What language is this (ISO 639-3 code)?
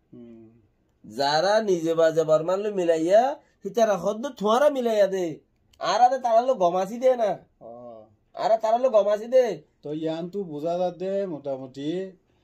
rhg